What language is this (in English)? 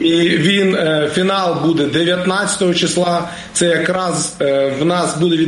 Ukrainian